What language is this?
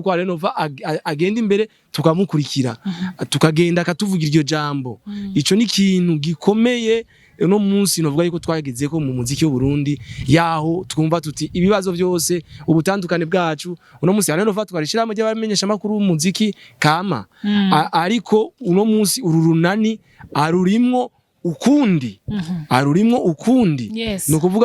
Rundi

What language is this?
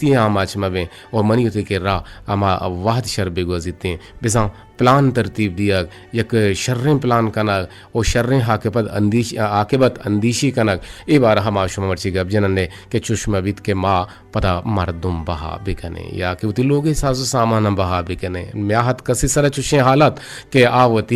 Eastern Balochi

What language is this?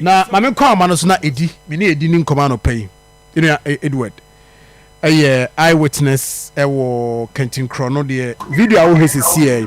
Akan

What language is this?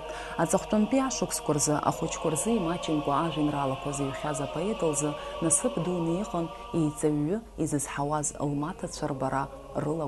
Abkhazian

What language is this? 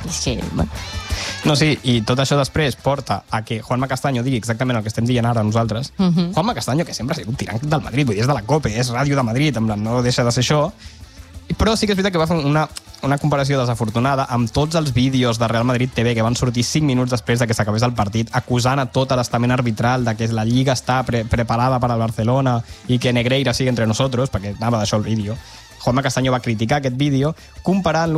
Catalan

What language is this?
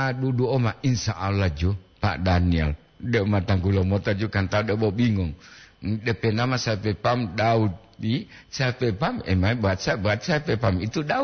Gorontalo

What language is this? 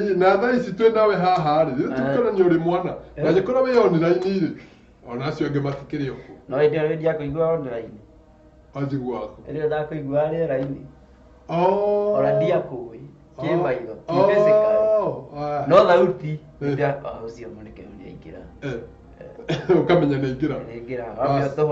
Kikuyu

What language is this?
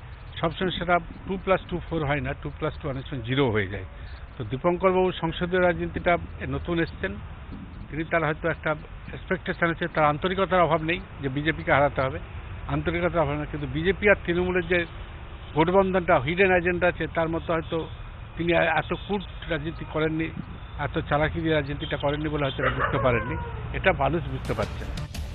Bangla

